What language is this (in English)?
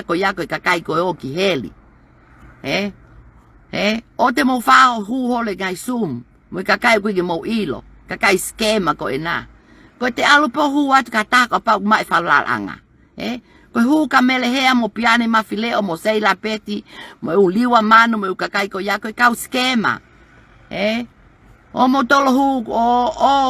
Tongan